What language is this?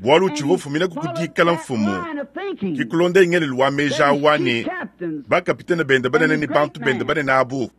Luba-Lulua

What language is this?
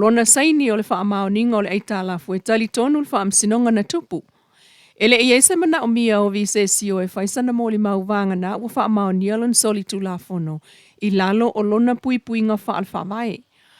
Samoan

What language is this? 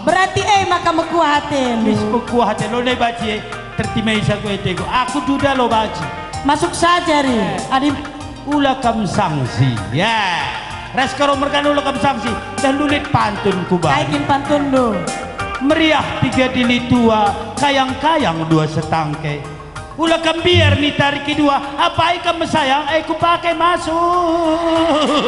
Batak Karo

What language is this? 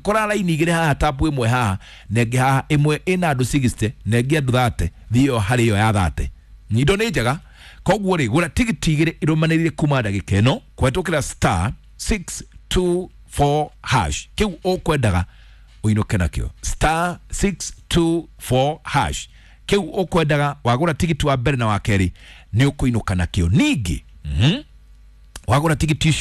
Kikuyu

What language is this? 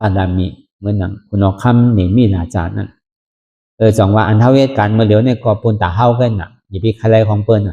Shan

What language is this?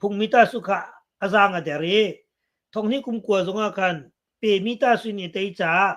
Hakha Chin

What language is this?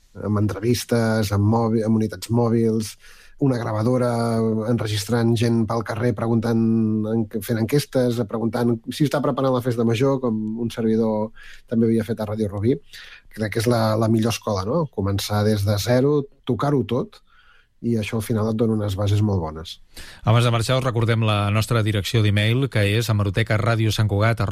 Catalan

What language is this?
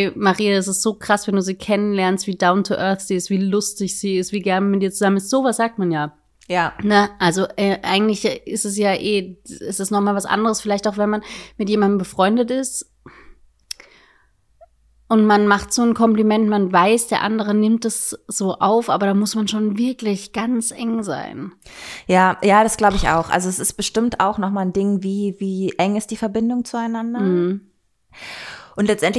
German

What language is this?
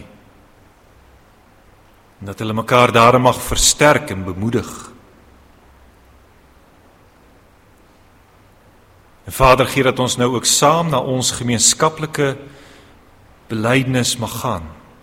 Afrikaans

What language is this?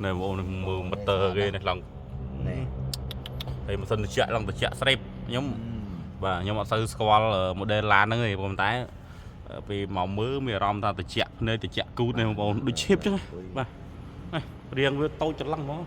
Khmer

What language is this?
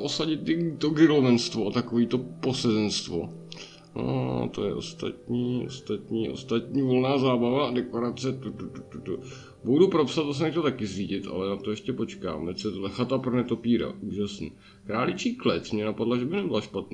Czech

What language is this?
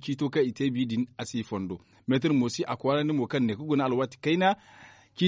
Zarma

